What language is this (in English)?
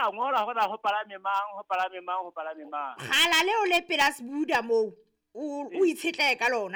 Southern Sotho